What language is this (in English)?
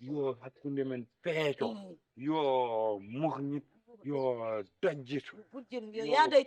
Fula